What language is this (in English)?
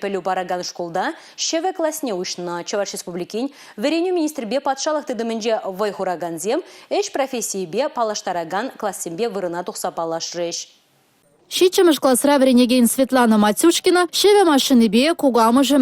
Chuvash